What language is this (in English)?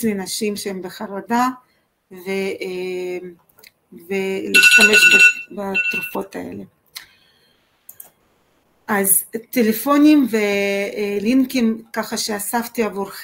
Hebrew